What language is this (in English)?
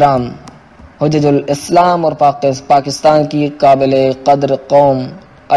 Urdu